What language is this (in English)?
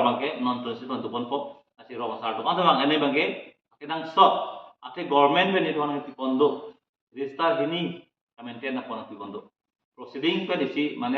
Karbi